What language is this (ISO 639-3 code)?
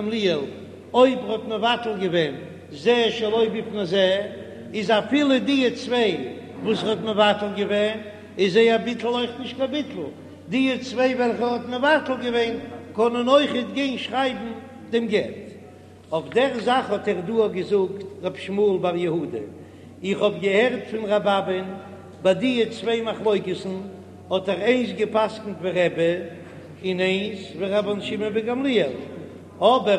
yid